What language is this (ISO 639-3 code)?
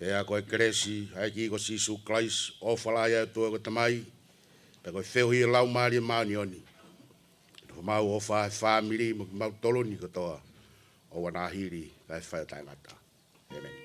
ton